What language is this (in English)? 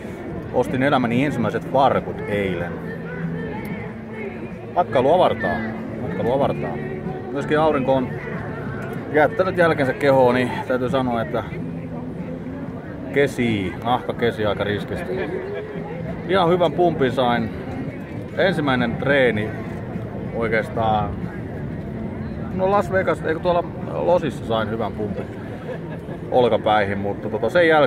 Finnish